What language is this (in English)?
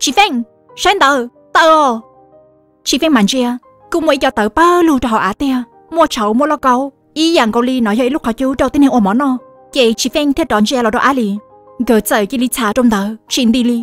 Hmong